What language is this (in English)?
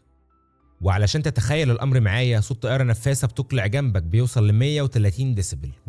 Egyptian Arabic